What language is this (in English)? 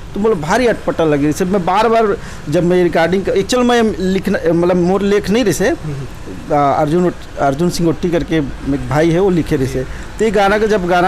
Chhattisgarhi